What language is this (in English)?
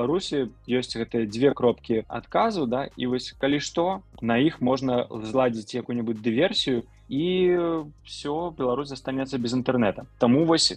Belarusian